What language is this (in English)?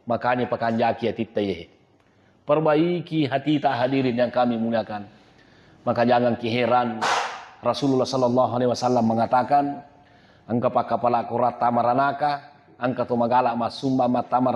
Buginese